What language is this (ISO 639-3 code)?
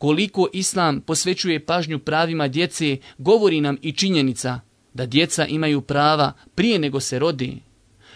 bos